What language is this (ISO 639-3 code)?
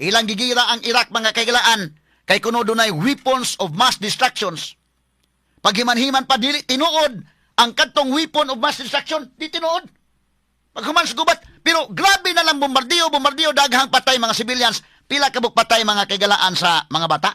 ceb